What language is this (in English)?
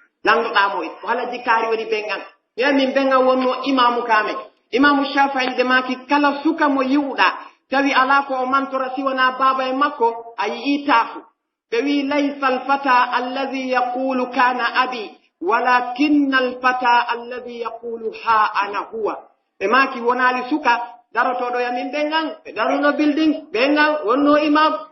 Pular